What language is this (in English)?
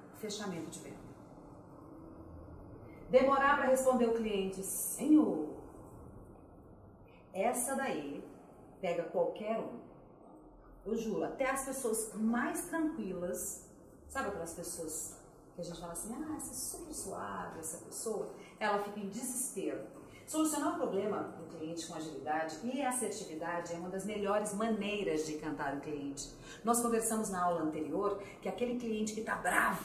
Portuguese